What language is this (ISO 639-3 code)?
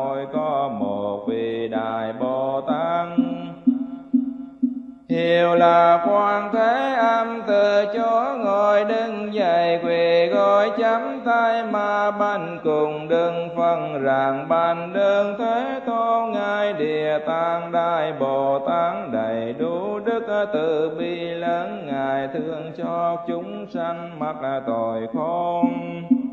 vie